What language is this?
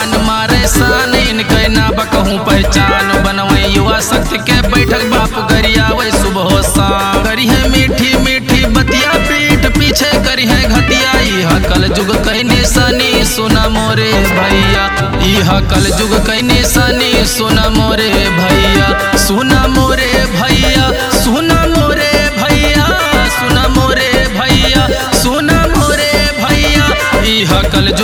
Bhojpuri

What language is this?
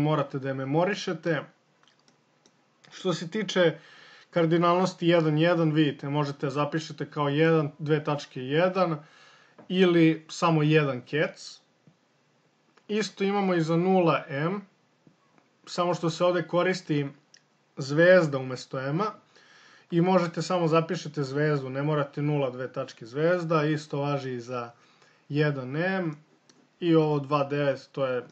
Serbian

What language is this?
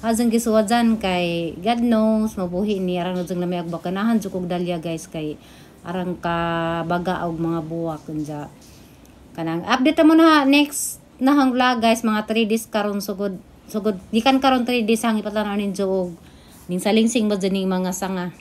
Cebuano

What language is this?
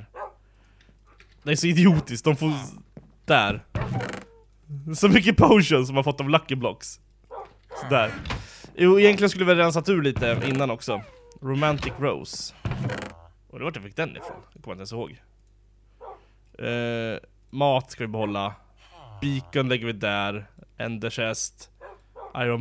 Swedish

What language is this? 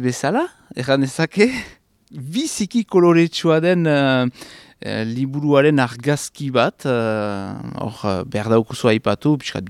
Basque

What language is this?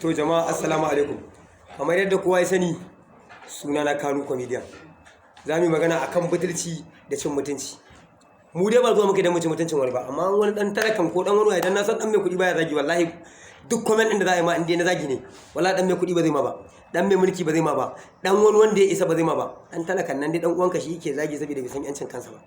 Hausa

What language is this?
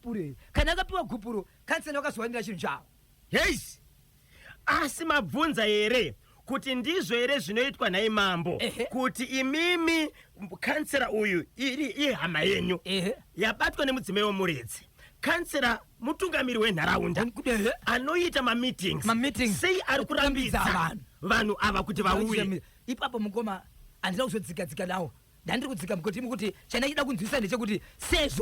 Shona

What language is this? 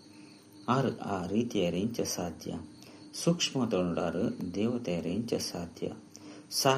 Tulu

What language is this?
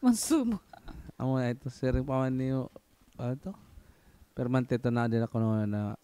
Waray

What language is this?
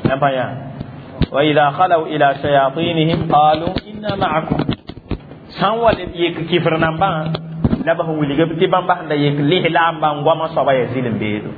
Mossi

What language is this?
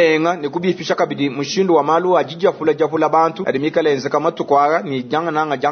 Luba-Lulua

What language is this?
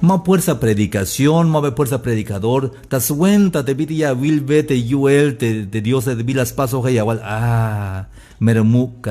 Tzeltal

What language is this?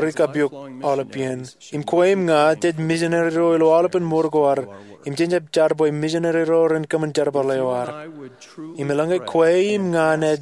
Marshallese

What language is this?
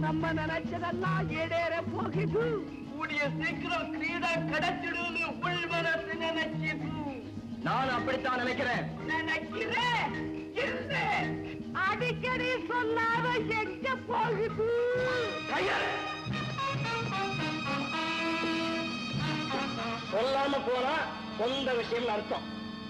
Tamil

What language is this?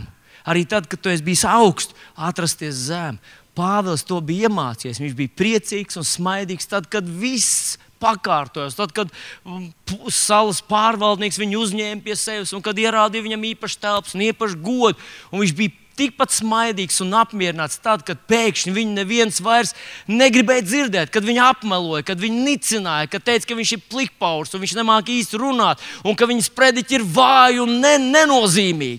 Latvian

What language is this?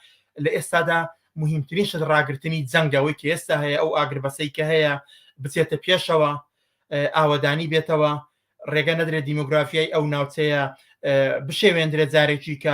Central Kurdish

